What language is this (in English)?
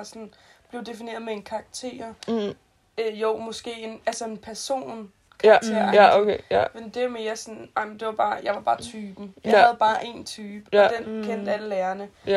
Danish